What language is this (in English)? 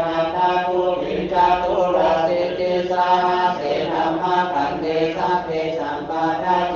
Pali